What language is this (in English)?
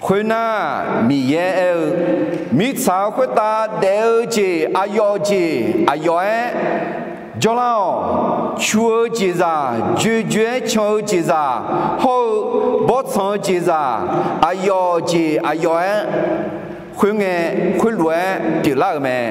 Akha